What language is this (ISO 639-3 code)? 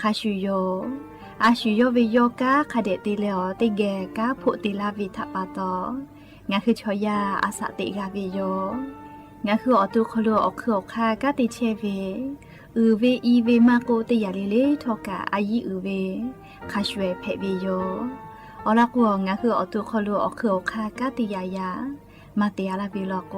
lhu